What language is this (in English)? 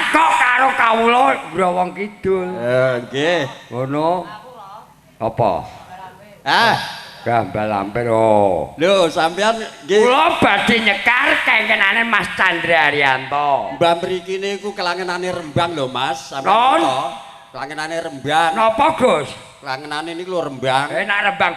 Javanese